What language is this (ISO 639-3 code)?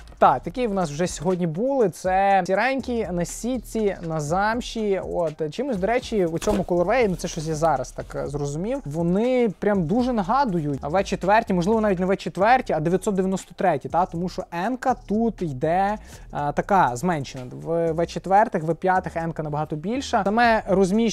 ukr